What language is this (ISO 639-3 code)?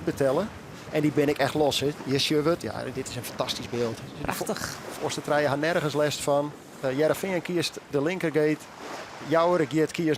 fry